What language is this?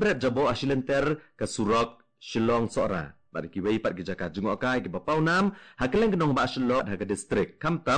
Khasi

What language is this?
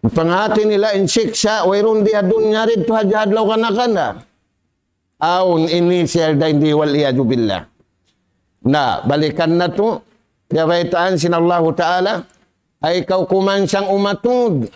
Tausug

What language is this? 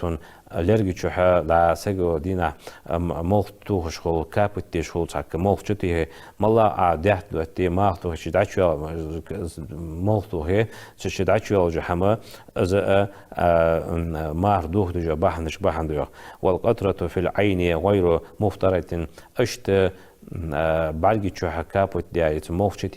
Ingush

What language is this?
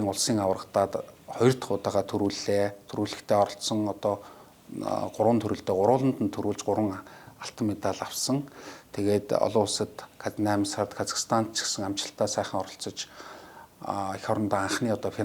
Mongolian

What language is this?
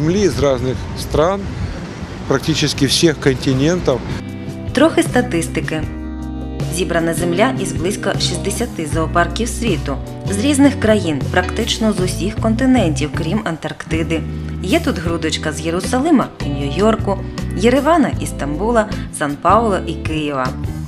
Ukrainian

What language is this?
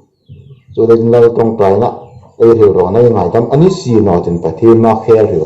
Hmar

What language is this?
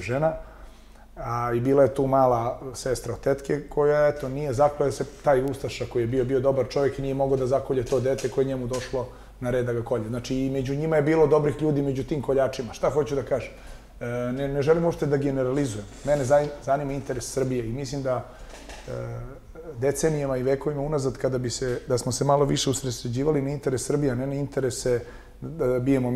Serbian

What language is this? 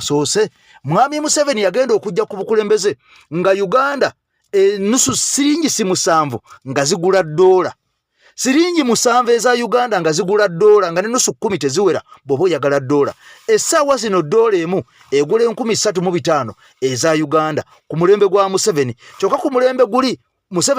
Ganda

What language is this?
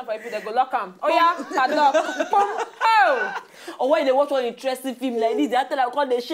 Nigerian Pidgin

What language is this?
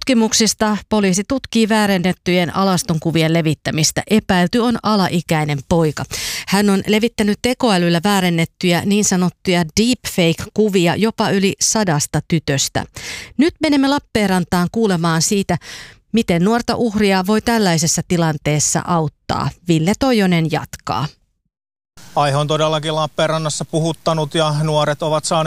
Finnish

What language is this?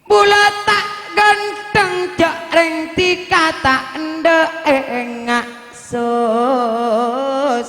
Madurese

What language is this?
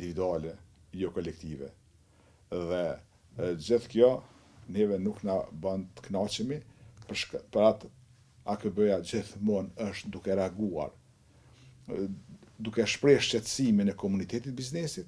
Albanian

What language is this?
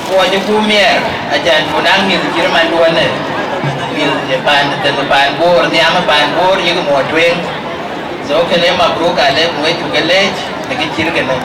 Dinka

